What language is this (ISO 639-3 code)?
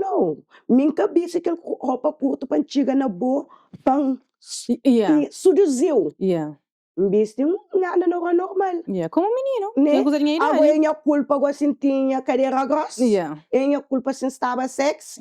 kea